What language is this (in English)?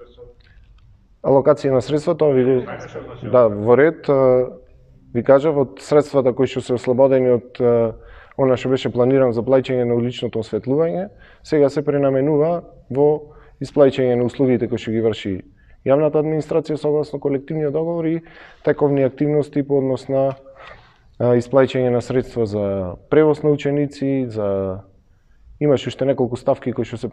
Macedonian